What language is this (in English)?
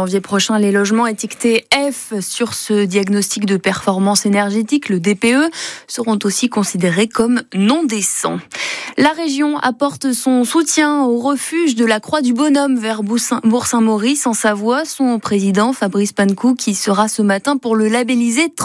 French